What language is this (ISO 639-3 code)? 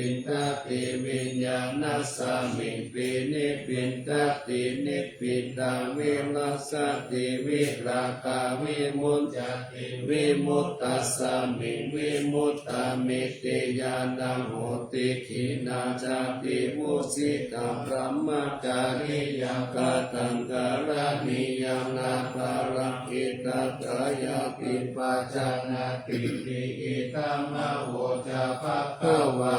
pli